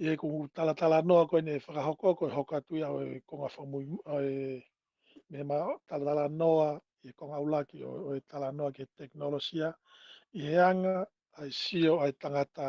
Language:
Tongan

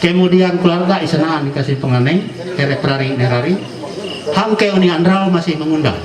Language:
Ma'anyan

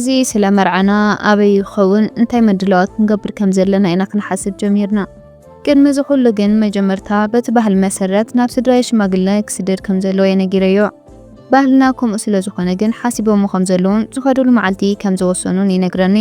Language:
Tigrinya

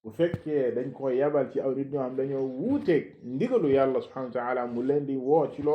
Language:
Wolof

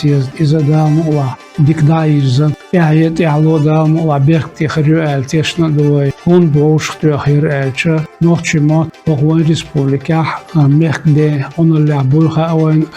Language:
Chechen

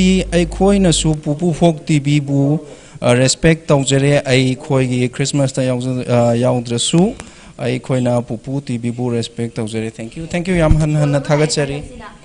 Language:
Manipuri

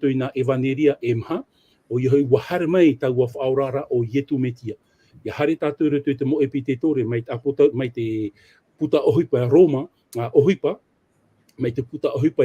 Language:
Tahitian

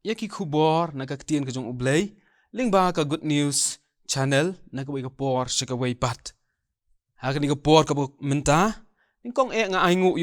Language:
Khasi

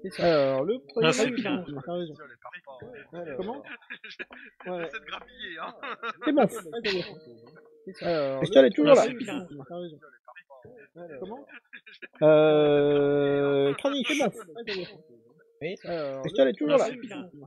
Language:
French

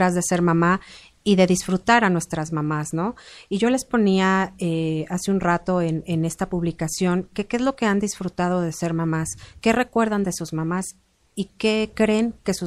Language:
Spanish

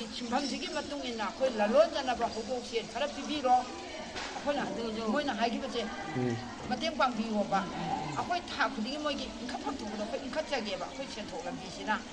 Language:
Manipuri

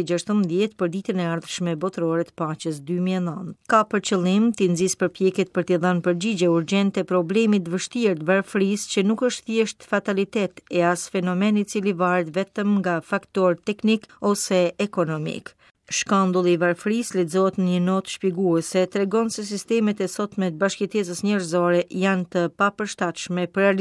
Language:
Albanian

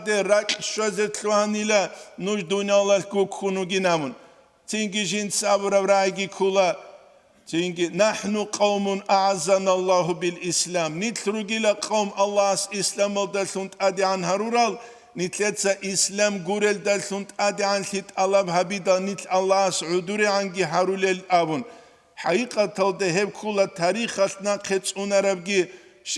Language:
Avaric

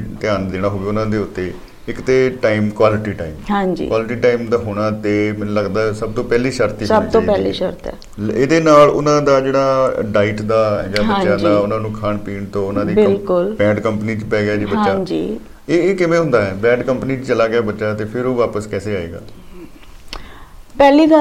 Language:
Punjabi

